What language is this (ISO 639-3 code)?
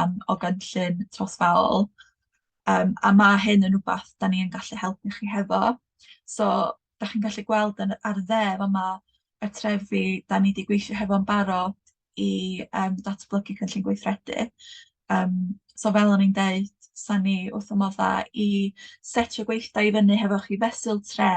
cym